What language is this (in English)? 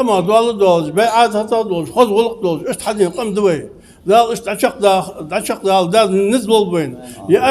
Ingush